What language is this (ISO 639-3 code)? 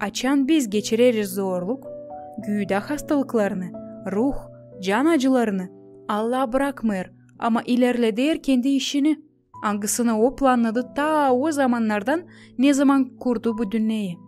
gag